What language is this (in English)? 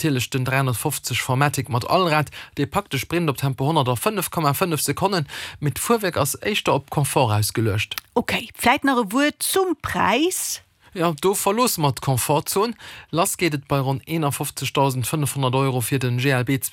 Luxembourgish